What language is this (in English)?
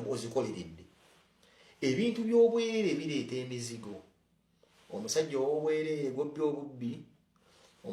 Ganda